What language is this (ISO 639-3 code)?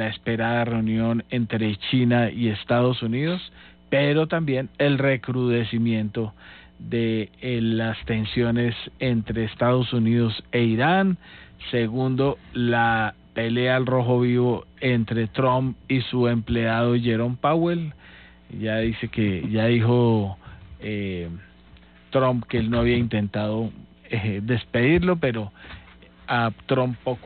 spa